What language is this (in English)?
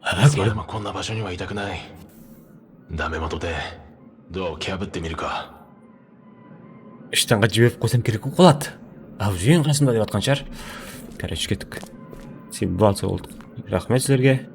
Kara-Kalpak